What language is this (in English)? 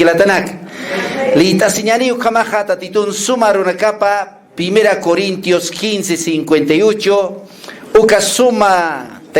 Aymara